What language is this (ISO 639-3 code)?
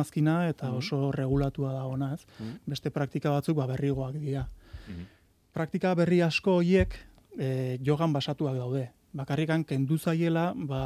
eus